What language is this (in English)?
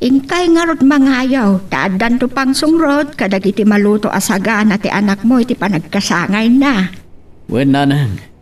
Iloko